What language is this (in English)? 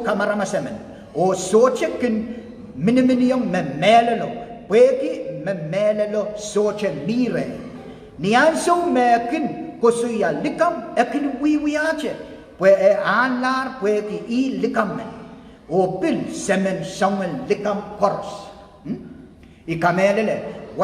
Pohnpeian